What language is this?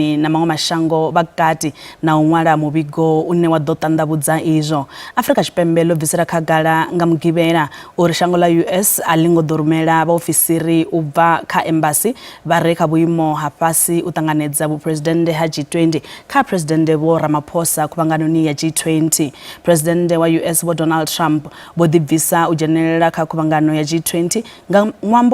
Venda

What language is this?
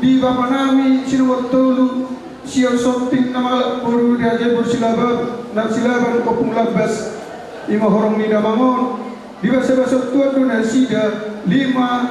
Batak Toba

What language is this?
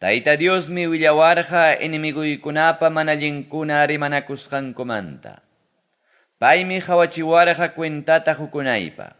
Ayacucho Quechua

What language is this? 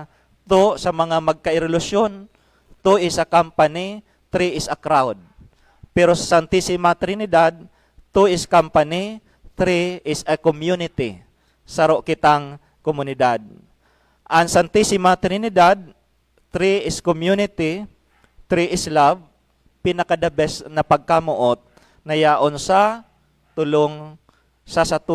Bikol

